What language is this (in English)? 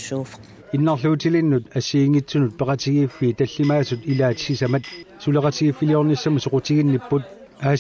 Kalaallisut